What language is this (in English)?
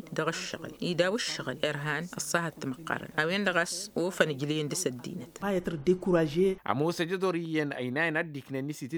Tamasheq